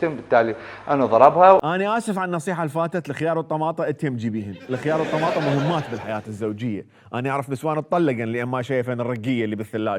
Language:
Mesopotamian Arabic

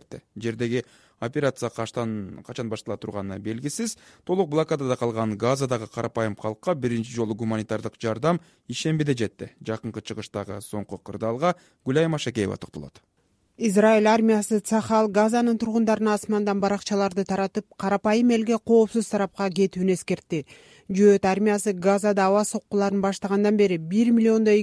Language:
Kyrgyz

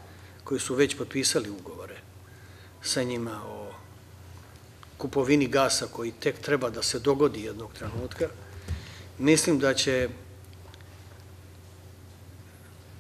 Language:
Serbian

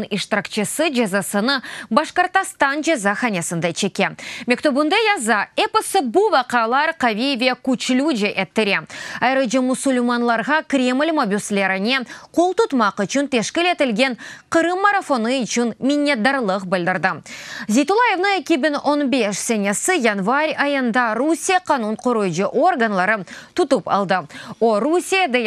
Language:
Crimean Tatar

